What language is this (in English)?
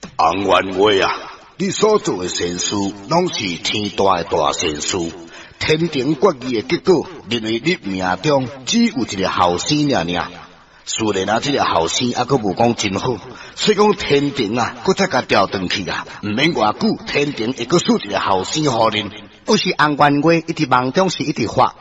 Min Nan Chinese